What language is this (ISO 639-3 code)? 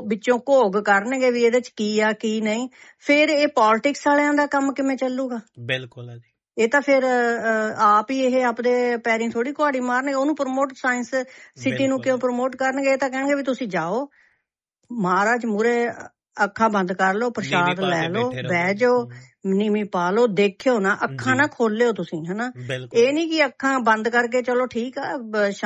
pan